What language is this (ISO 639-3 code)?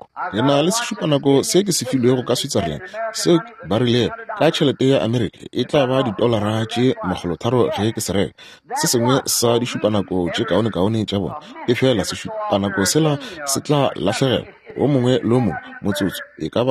nso